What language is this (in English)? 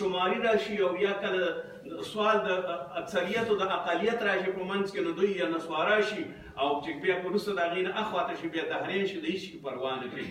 Pashto